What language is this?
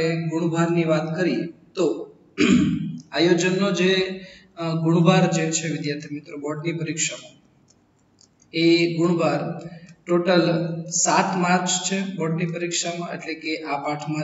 Gujarati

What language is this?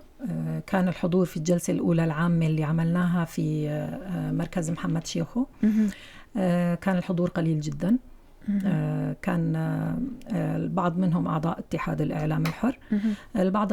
North Levantine Arabic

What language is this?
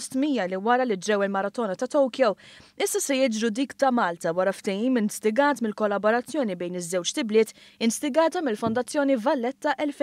Maltese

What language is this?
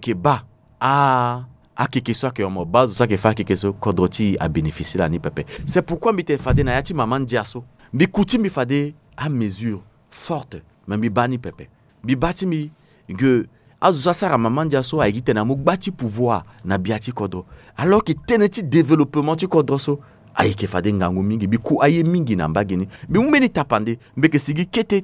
Sango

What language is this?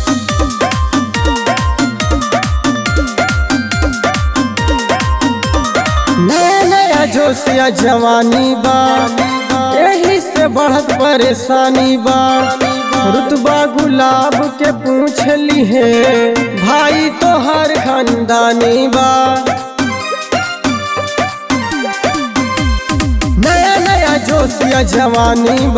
Bhojpuri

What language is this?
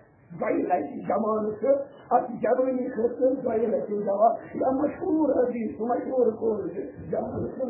Kashmiri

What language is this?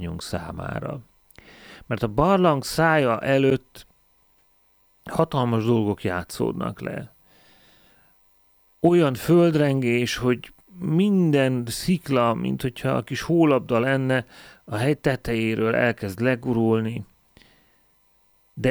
Hungarian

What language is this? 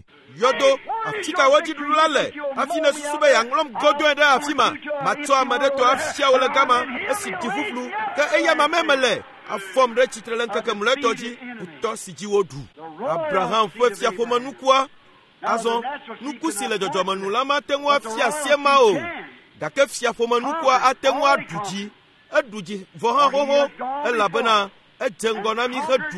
Ewe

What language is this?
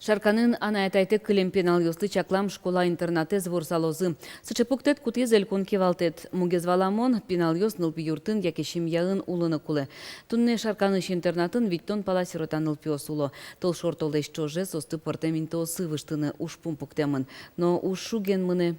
Udmurt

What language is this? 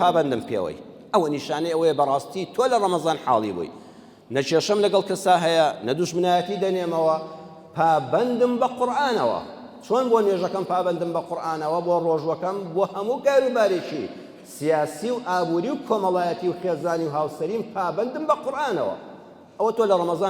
Central Kurdish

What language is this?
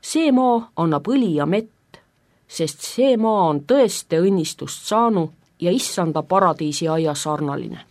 Estonian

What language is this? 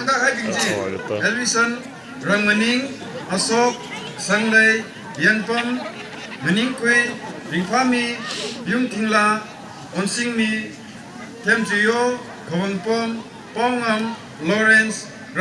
Tangkhul Naga (India)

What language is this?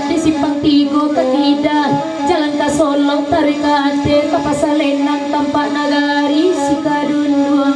Minangkabau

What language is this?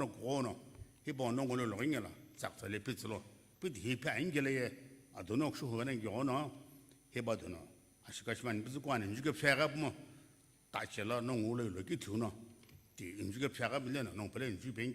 Sumi Naga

